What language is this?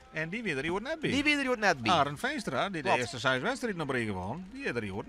Western Frisian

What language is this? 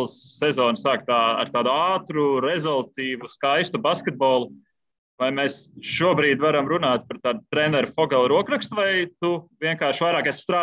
Latvian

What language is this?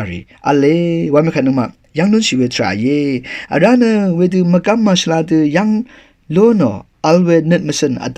Rawang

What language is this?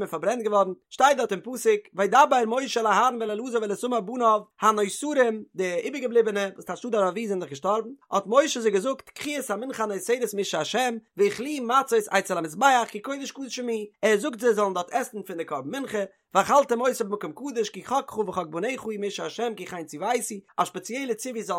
Yiddish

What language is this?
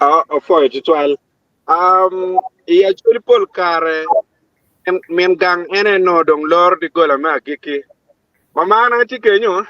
Acoli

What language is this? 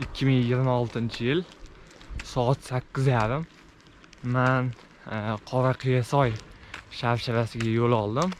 Uzbek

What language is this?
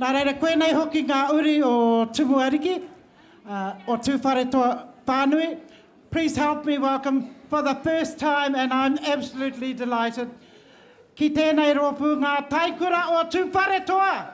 Māori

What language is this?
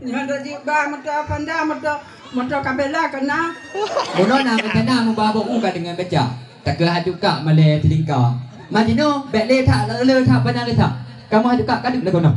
Achinese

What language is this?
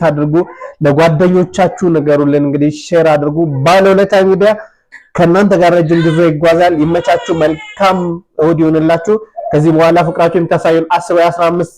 Amharic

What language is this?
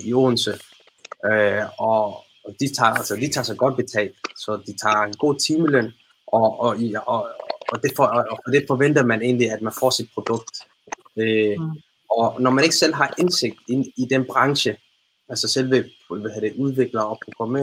Danish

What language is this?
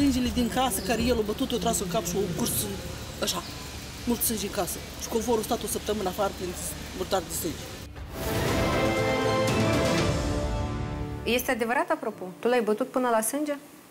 Romanian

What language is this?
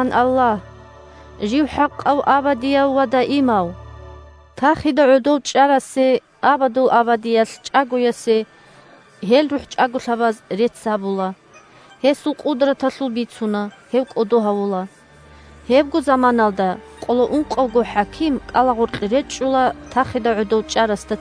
Avaric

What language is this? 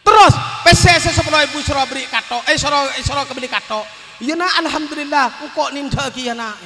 Madurese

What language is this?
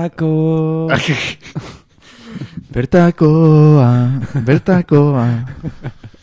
Basque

